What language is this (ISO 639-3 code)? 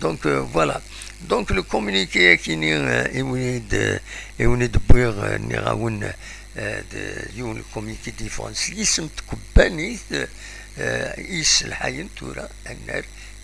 kab